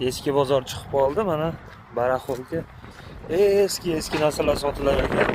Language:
Uzbek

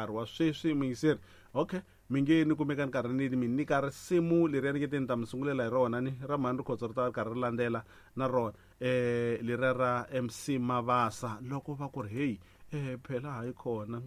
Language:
Tsonga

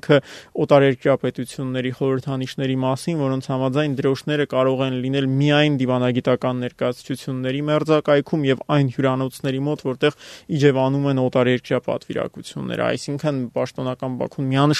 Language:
Armenian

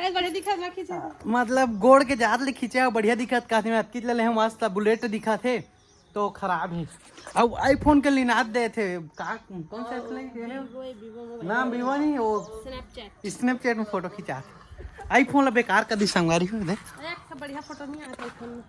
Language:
Chhattisgarhi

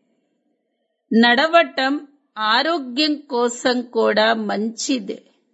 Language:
Telugu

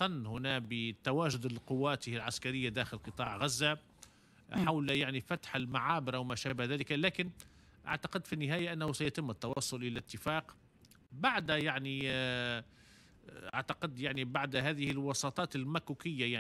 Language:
Tunisian Arabic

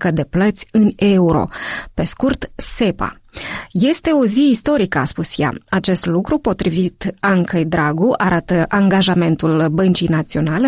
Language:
Romanian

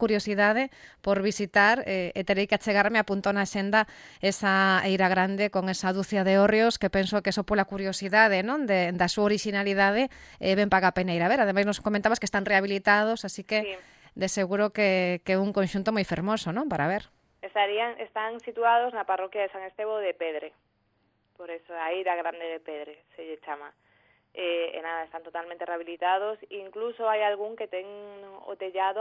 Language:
Galician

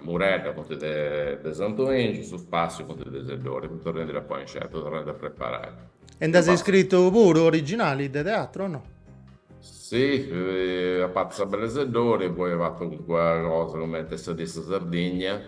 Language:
Sardinian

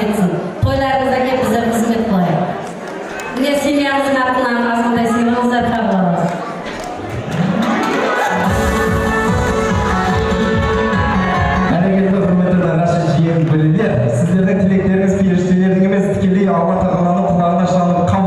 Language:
Kazakh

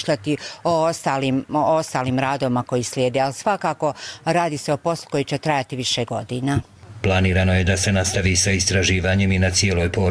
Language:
Serbian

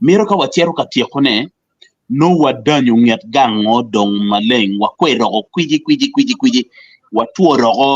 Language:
Acoli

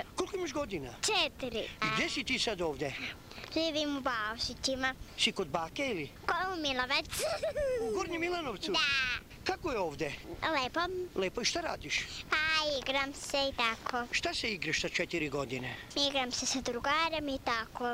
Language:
Serbian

